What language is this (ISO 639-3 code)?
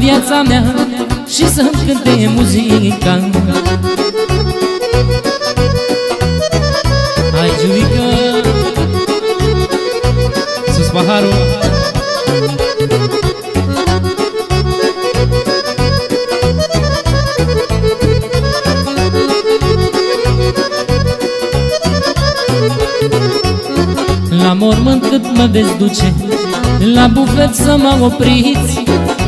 ron